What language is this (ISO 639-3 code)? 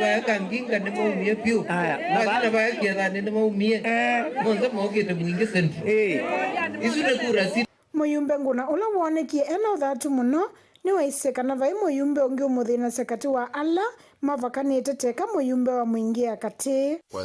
kam